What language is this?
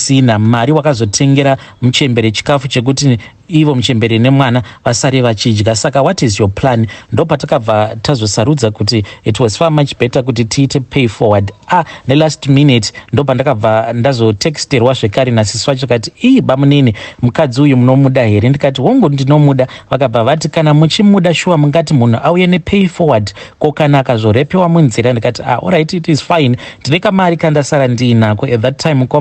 Shona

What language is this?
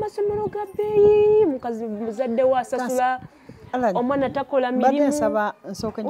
Ganda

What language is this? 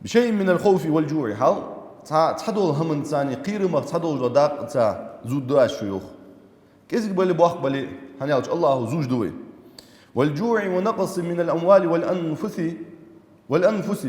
Ingush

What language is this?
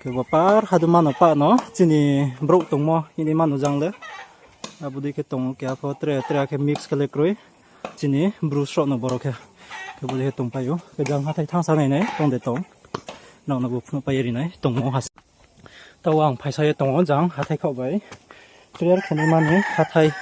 Riang (India)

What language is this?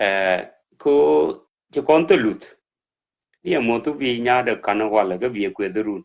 Nuer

